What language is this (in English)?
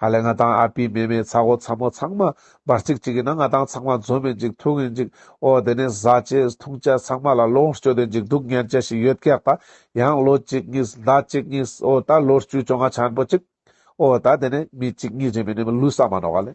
Ladakhi